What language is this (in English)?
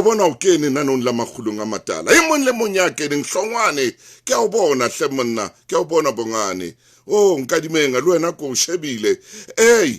Southern Sotho